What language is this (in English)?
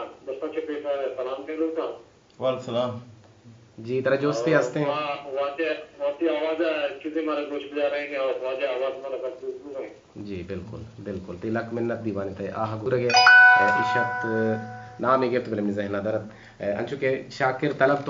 Baluchi